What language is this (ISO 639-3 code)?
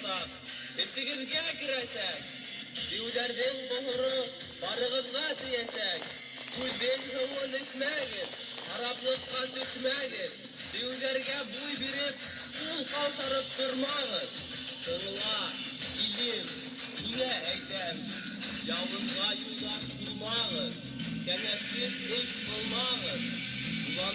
bak